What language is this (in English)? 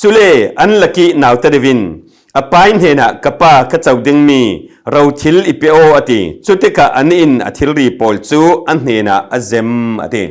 Falam Chin